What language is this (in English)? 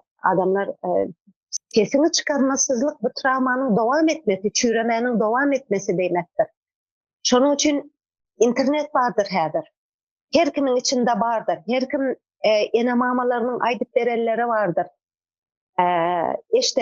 Turkmen